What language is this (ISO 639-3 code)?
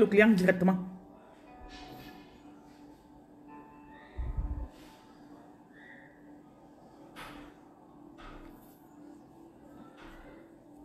fra